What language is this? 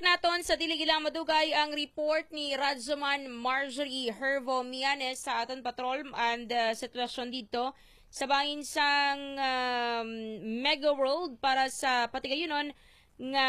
Hiligaynon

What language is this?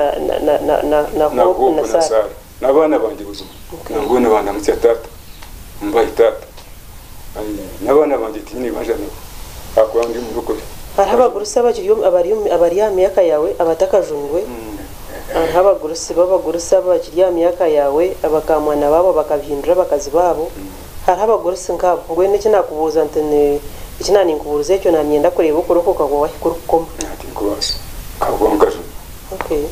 Kinyarwanda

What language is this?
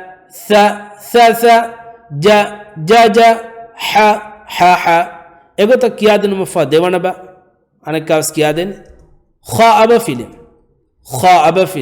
Divehi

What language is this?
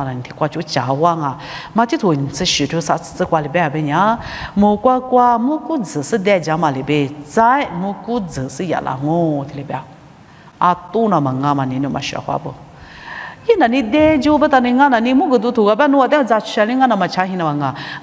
Lisu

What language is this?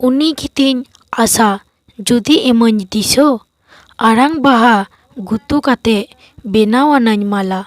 Santali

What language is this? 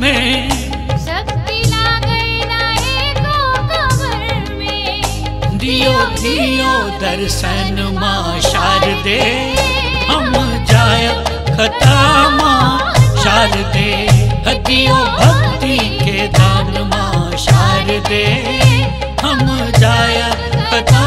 Maithili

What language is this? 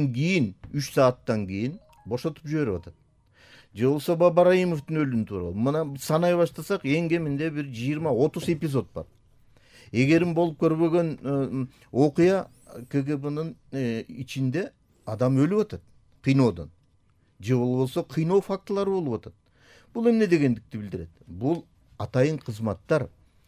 Kyrgyz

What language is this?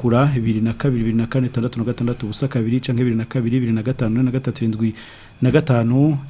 Rundi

